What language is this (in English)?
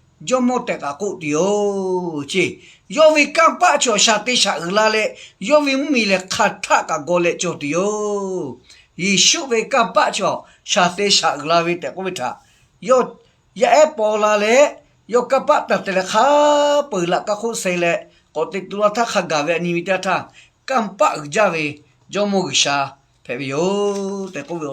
Lahu